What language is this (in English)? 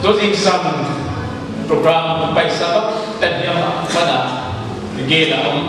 Paite Chin